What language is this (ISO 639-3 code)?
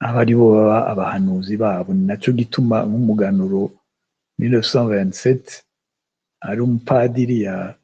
run